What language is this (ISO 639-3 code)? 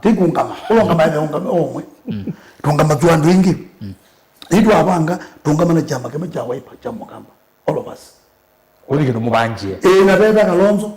kam